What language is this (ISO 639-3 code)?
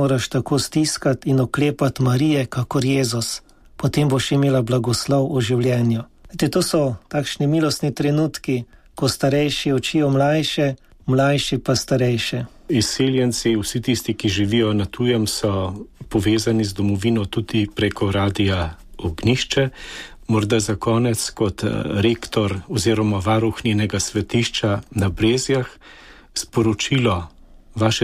slv